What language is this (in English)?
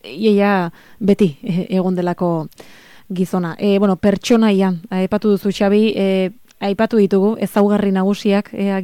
Basque